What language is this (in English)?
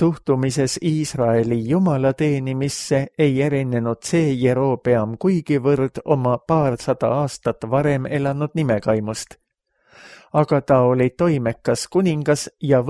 Estonian